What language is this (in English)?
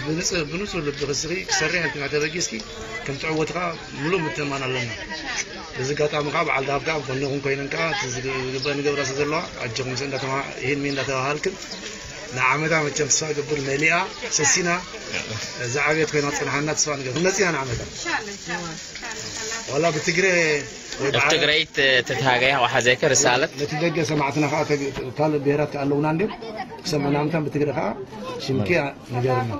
Tigrinya